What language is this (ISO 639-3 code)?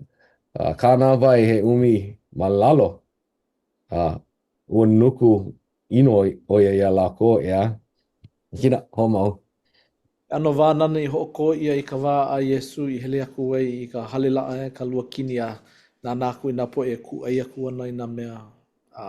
haw